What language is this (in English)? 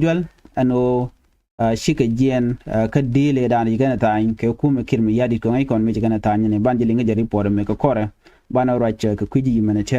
Nuer